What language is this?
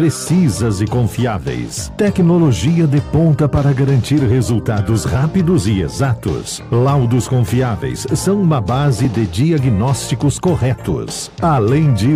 Portuguese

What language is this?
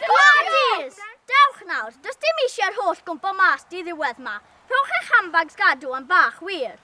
Welsh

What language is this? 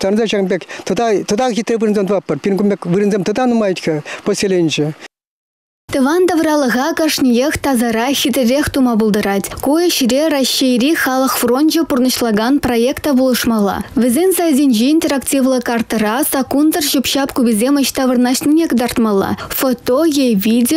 Chuvash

